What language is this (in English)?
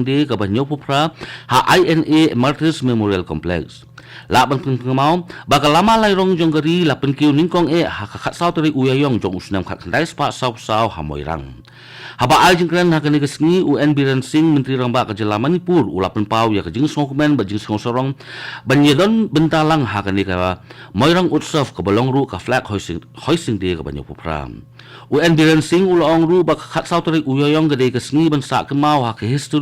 Khasi